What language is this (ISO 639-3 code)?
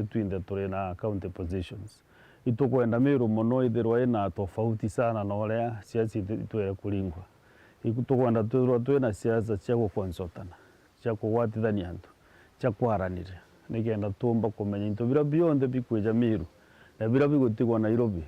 mer